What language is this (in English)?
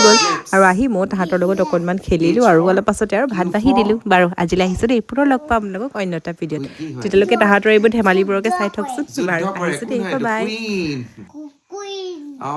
Assamese